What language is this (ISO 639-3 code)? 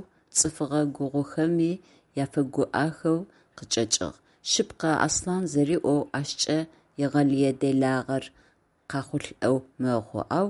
ady